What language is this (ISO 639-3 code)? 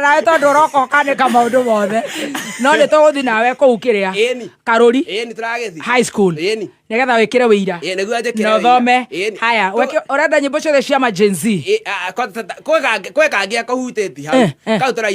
kik